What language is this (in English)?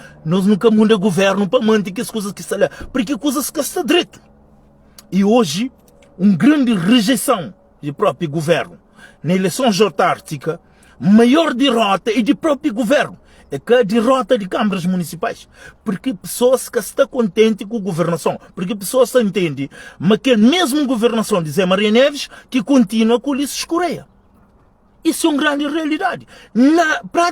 Kabuverdianu